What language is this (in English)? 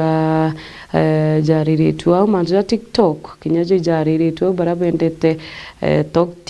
Meru